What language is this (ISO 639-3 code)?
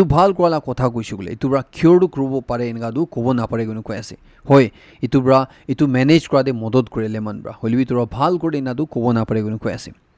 nag